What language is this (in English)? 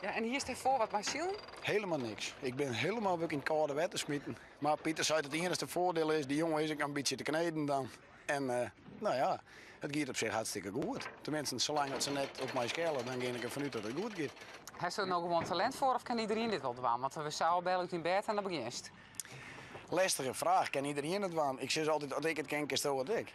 Western Frisian